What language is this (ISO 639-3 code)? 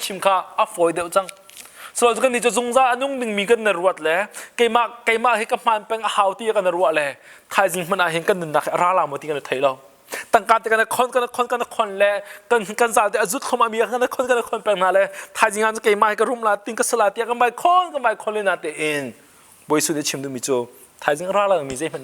cnh